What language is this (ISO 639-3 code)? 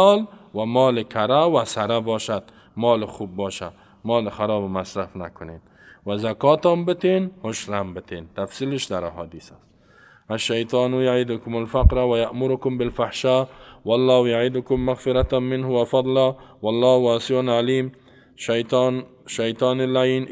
fas